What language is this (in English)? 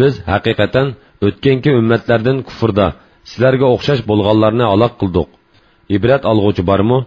Uyghur